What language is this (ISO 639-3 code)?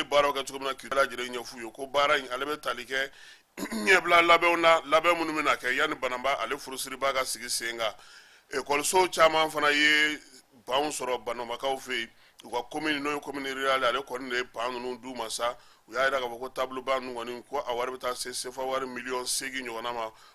bam